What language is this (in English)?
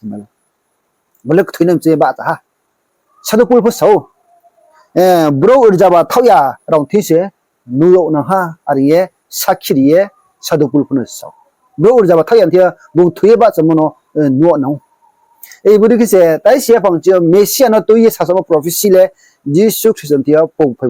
Riang (India)